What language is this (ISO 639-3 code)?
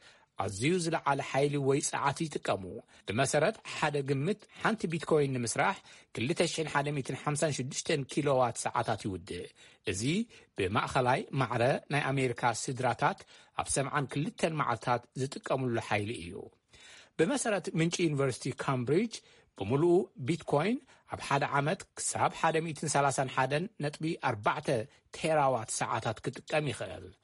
tir